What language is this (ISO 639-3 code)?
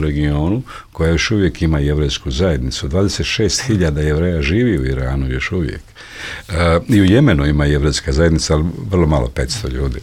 bos